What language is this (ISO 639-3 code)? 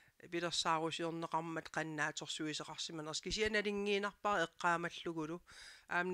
kal